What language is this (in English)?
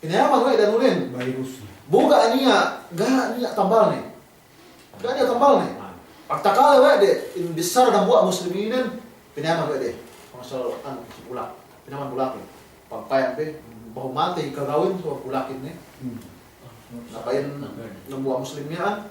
Yakan